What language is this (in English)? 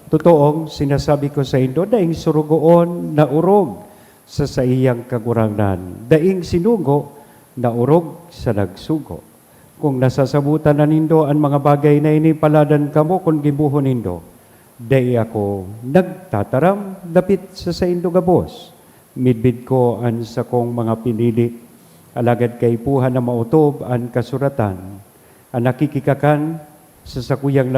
Bikol